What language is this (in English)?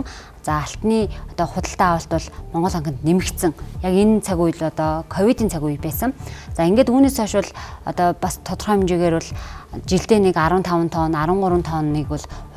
Mongolian